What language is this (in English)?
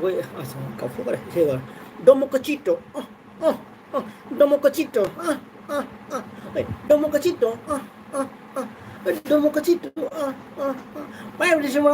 Manipuri